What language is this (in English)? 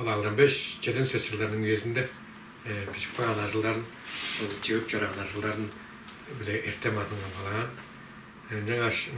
Tuvinian